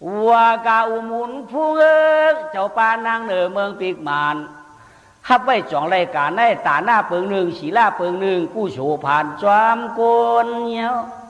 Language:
Shan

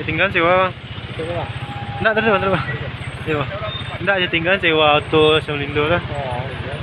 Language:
Minangkabau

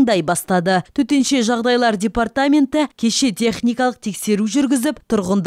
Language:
Kazakh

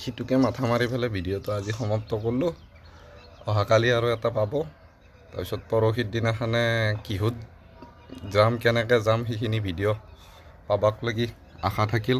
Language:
Assamese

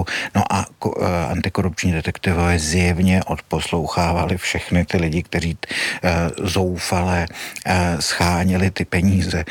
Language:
Czech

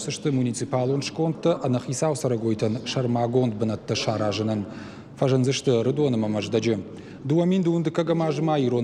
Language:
Ossetic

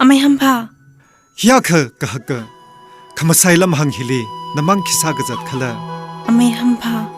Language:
Tangkhul Naga (India)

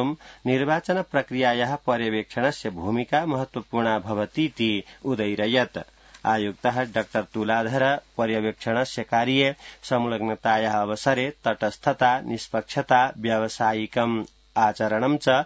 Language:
Sanskrit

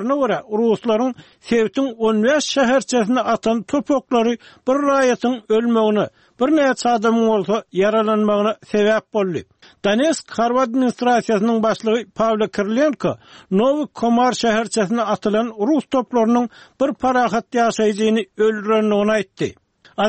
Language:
Turkmen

